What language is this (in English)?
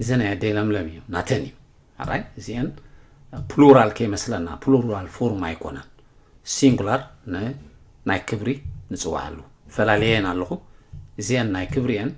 Tigrinya